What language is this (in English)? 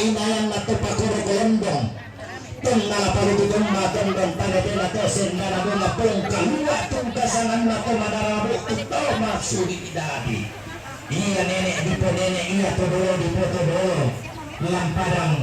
Toraja-Sa'dan